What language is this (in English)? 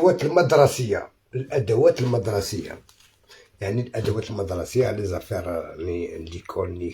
Algerian Arabic